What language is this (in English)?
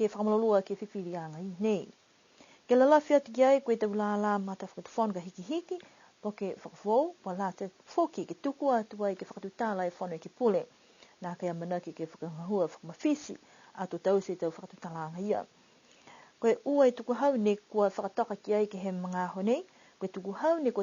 Niuean